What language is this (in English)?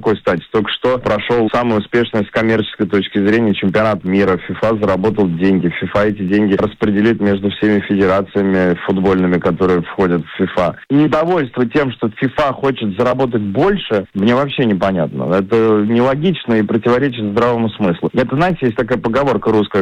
Russian